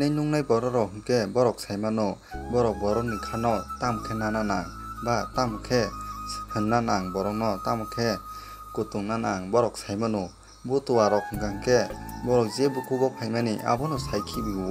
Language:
Kok Borok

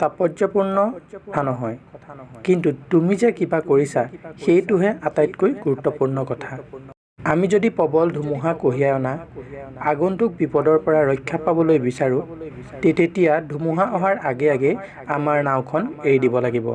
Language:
Assamese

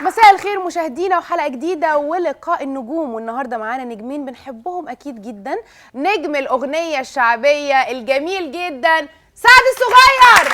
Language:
Egyptian Arabic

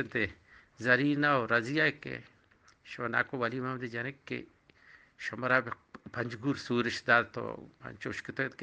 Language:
Eastern Balochi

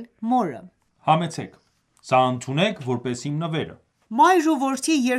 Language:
Armenian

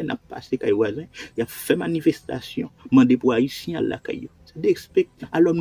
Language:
Haitian Creole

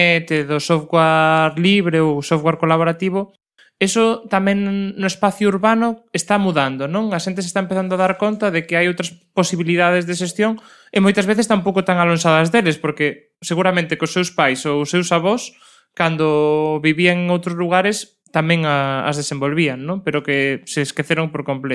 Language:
Galician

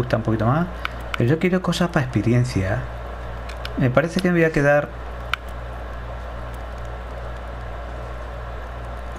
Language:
Spanish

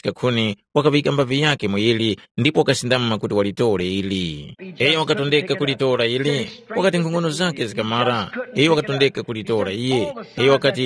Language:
Tumbuka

